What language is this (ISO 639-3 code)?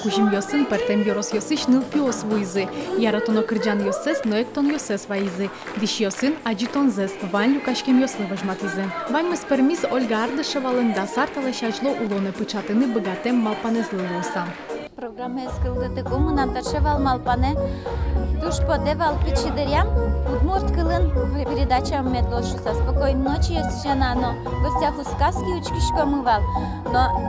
udm